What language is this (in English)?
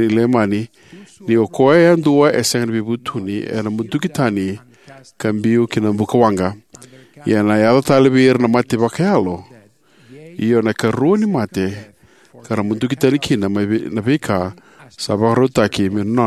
Fijian